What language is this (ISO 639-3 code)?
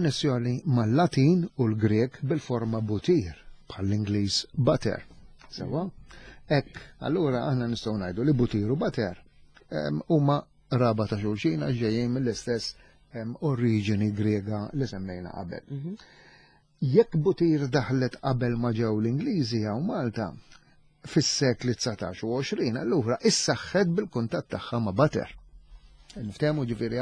mlt